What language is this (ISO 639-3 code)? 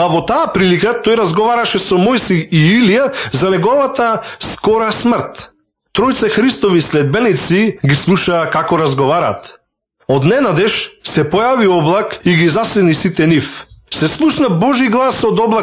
mkd